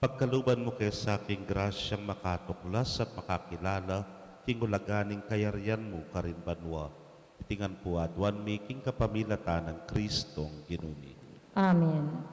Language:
Pampanga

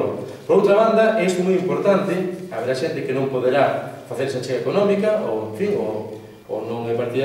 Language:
Galician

